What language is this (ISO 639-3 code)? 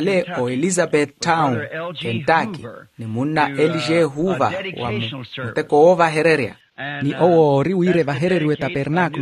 vmw